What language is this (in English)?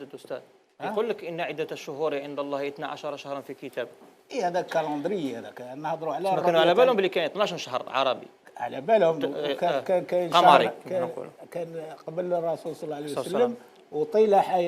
Algerian Arabic